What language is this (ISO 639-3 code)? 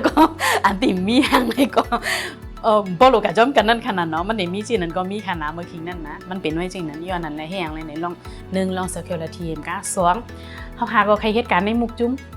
shn